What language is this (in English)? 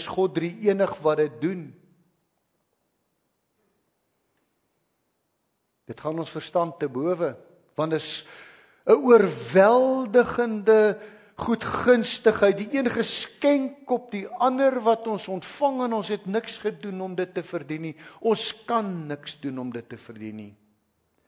Afrikaans